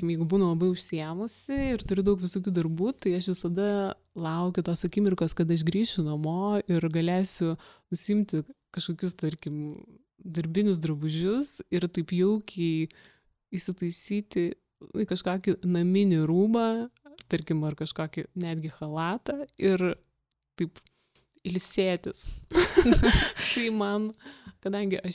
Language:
Lithuanian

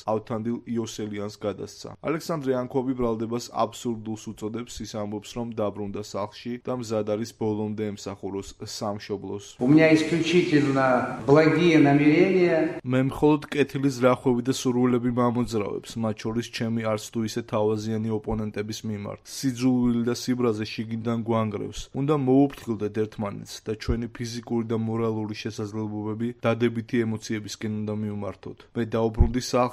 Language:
Georgian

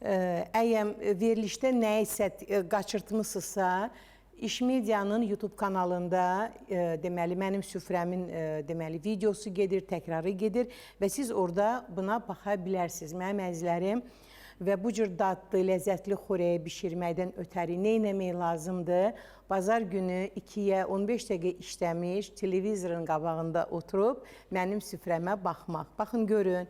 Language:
Azerbaijani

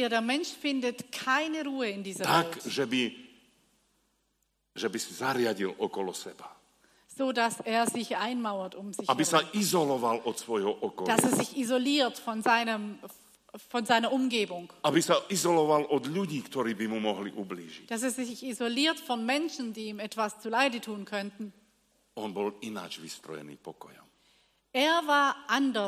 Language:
Slovak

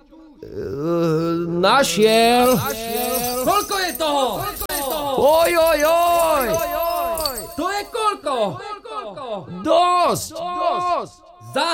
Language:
Slovak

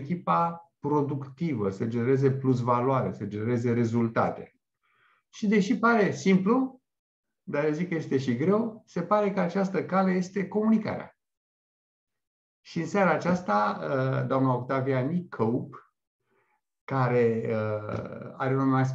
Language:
Romanian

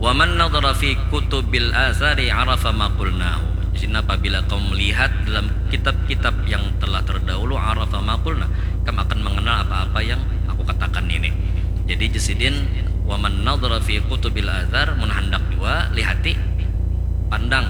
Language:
Banjar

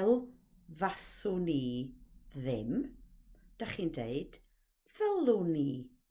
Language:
Welsh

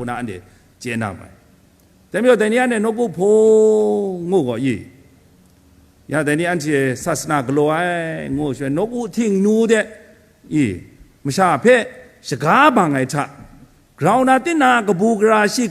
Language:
Kachin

